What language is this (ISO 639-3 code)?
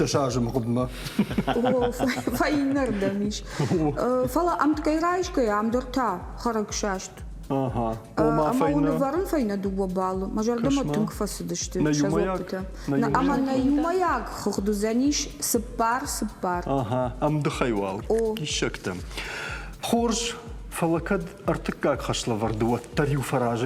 oss